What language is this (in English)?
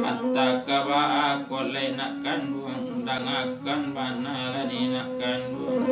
Minangkabau